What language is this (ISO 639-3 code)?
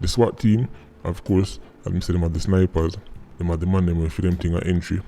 jam